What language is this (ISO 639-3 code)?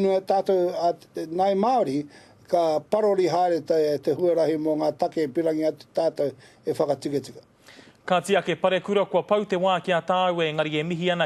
mri